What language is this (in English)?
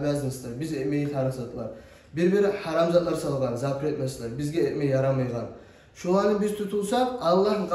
Kumyk